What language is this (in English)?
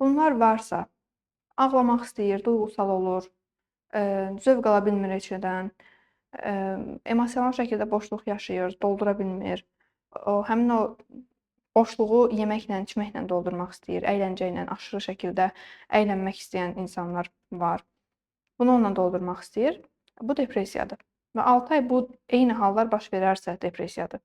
Azerbaijani